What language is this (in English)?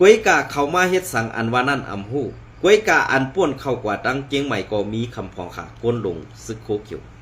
Shan